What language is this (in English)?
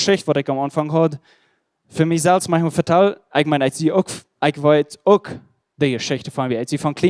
Plautdietsch